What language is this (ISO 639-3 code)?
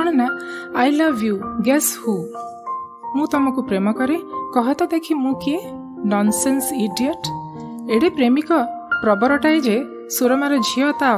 ori